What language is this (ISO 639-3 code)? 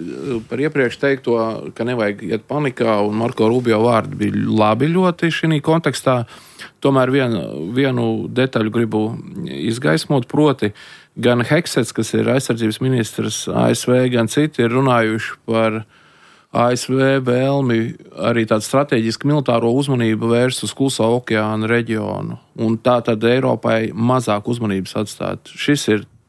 lav